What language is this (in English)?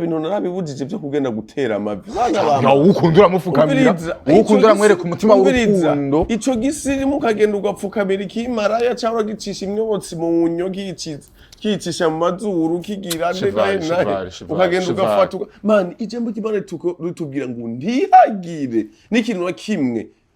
Rundi